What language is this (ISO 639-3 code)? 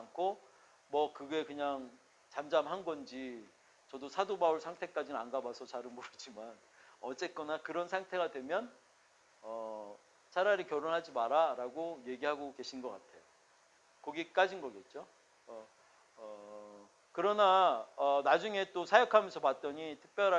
kor